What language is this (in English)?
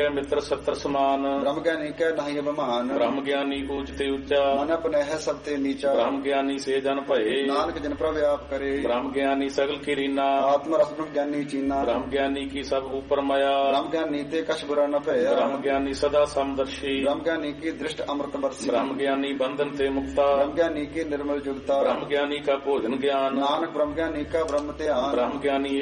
Punjabi